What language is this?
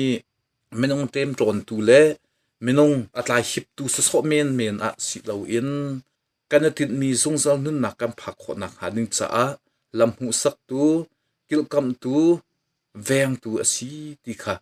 Hakha Chin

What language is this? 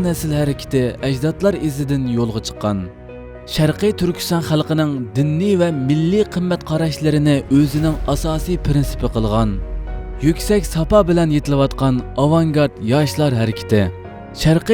Uyghur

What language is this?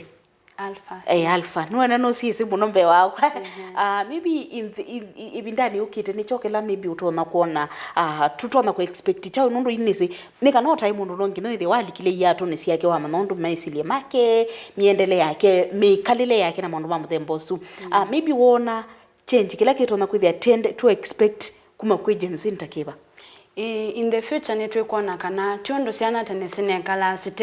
Kamba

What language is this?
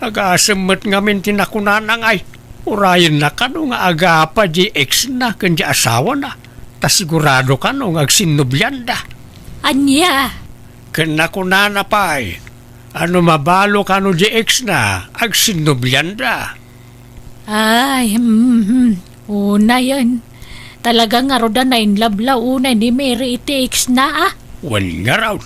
Iloko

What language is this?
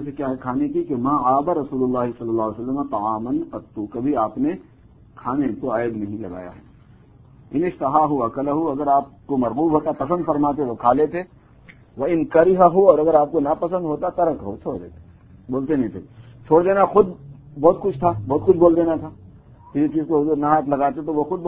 Urdu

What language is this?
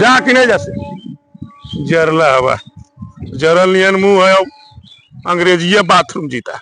Magahi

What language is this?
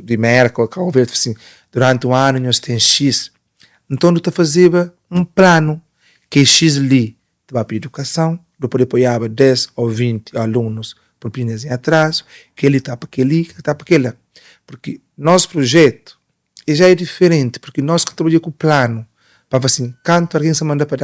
Kabuverdianu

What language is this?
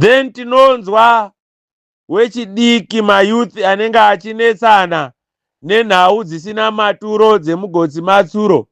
Shona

